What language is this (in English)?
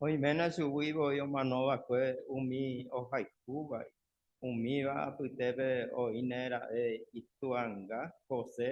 Guarani